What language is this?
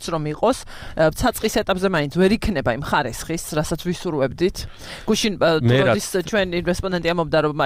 Georgian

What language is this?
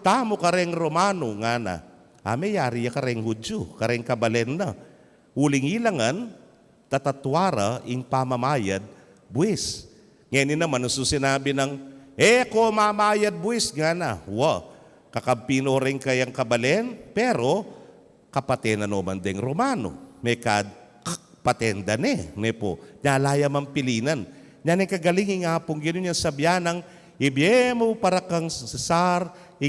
Pampanga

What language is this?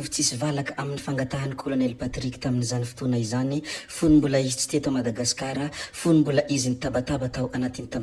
Malagasy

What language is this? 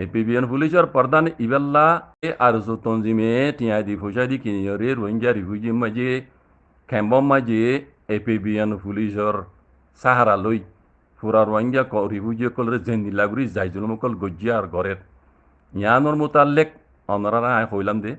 Rohingya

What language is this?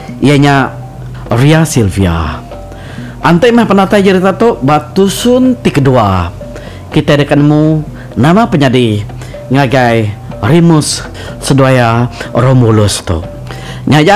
Iban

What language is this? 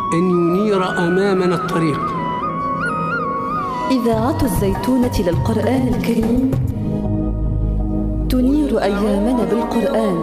Arabic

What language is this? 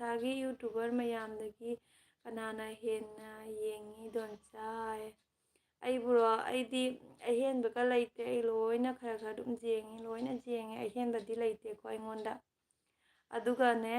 Manipuri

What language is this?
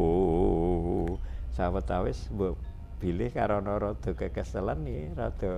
Javanese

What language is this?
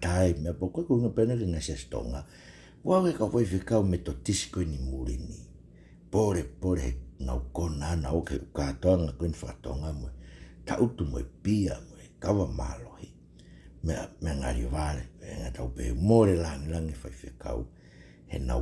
Tongan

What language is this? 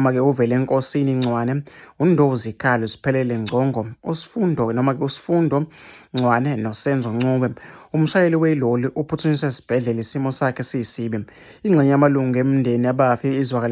Zulu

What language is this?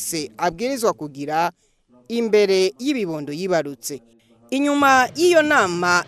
Rundi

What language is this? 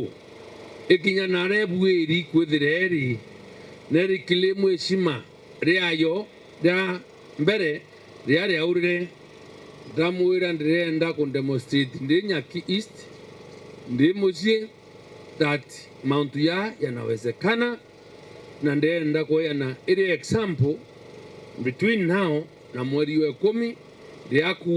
Meru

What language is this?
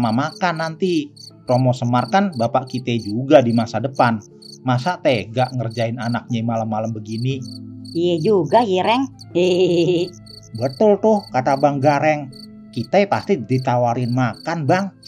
Betawi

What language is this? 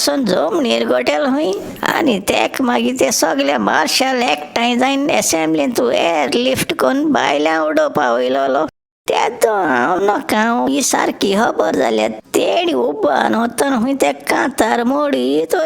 Konkani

